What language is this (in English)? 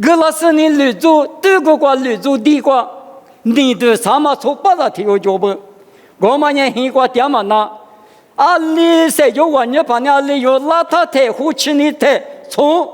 Lisu